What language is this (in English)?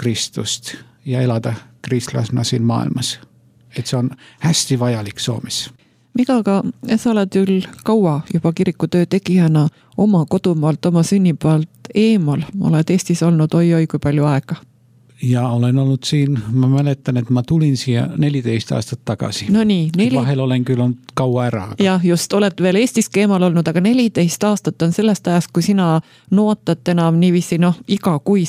Estonian